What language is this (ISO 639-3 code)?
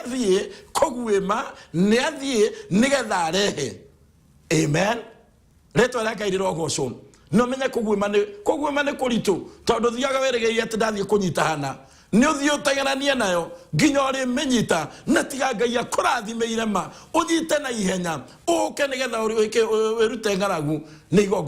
kik